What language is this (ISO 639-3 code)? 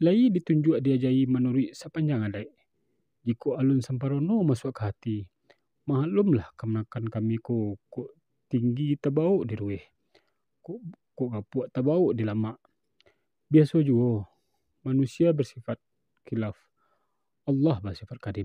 min